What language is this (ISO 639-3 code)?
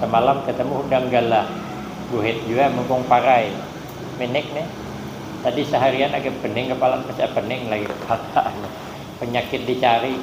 bjn